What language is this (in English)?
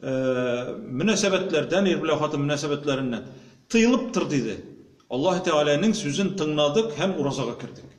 Tatar